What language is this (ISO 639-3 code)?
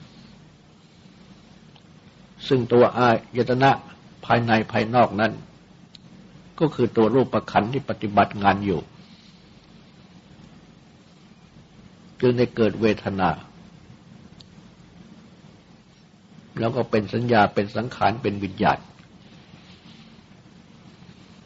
tha